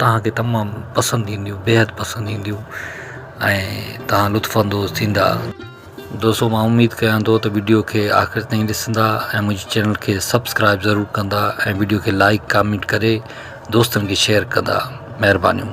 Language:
Sindhi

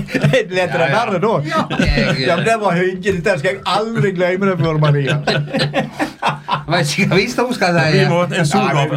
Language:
Norwegian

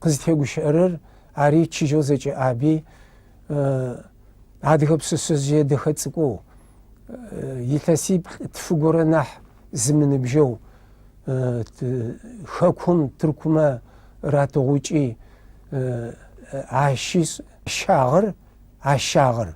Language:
Adyghe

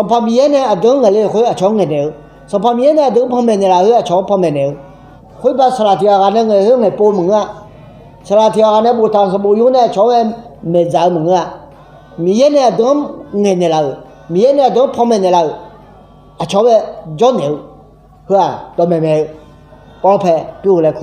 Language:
Akha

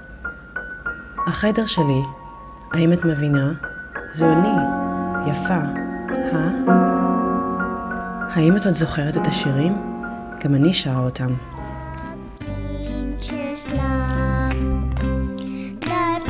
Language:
Hebrew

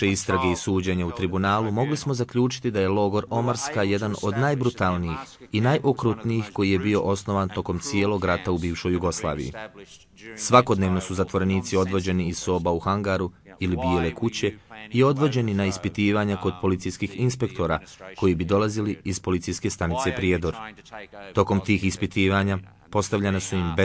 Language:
Bosnian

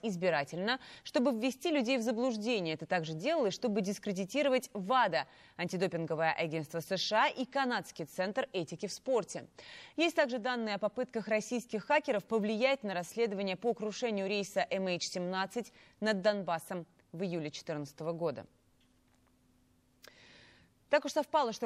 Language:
Russian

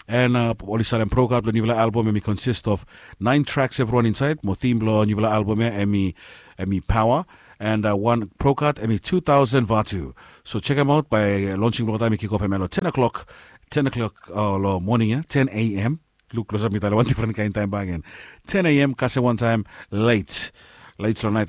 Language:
Bislama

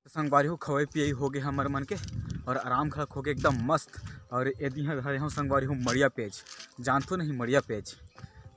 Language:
Chhattisgarhi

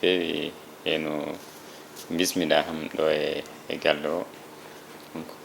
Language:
Fula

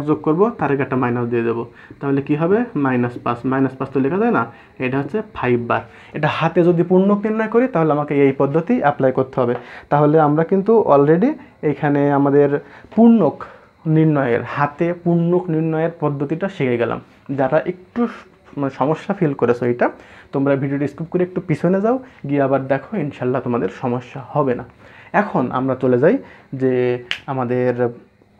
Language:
Bangla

